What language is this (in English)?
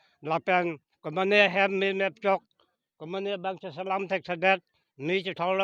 Karbi